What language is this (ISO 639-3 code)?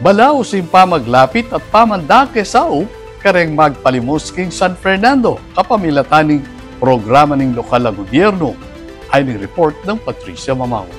pam